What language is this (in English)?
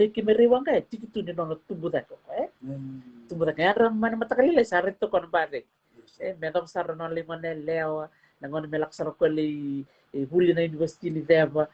Fijian